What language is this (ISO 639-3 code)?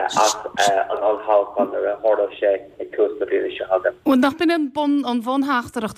gle